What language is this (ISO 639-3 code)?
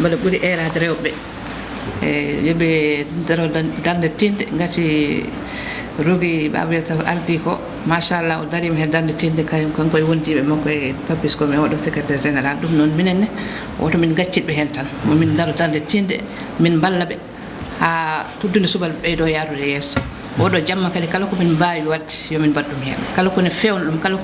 ful